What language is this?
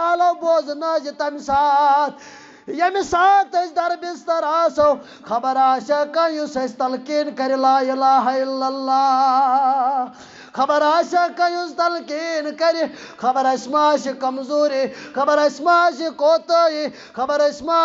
Kashmiri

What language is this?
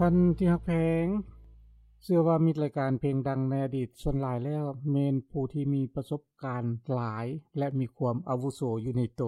Lao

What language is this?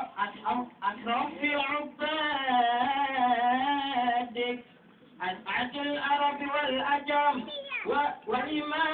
Betawi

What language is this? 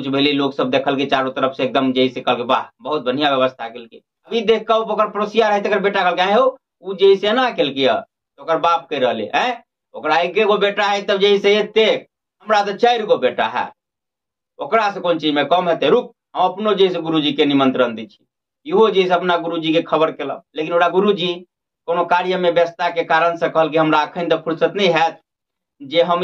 Maithili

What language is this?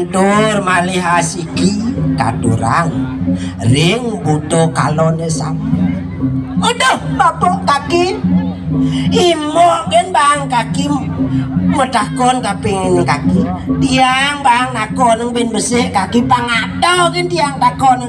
Balinese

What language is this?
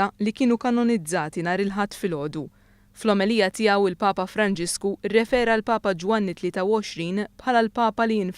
Maltese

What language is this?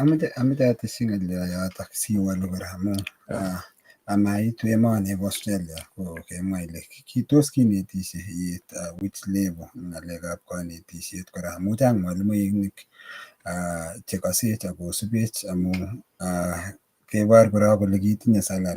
Kalenjin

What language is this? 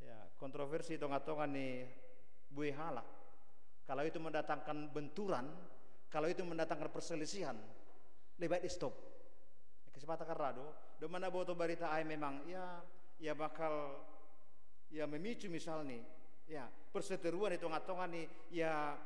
Batak Simalungun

